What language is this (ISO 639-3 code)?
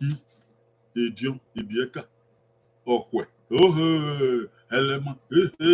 bin